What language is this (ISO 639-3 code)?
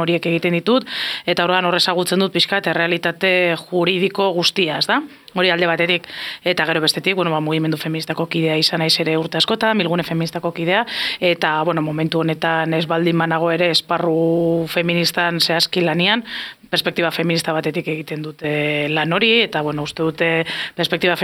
eus